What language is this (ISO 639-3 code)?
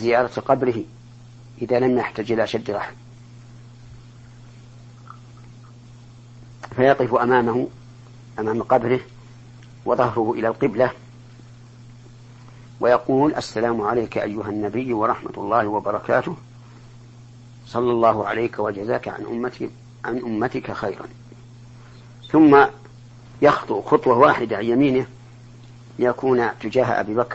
ara